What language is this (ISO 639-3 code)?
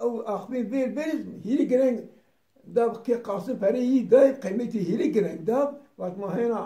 zza